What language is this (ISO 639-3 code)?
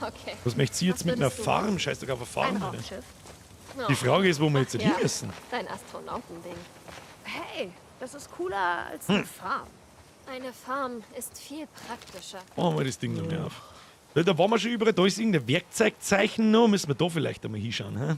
bar